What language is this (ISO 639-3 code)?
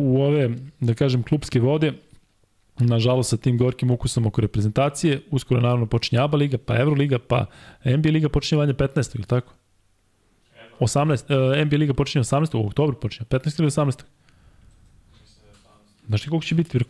srp